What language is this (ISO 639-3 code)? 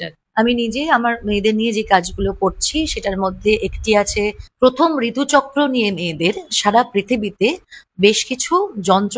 ben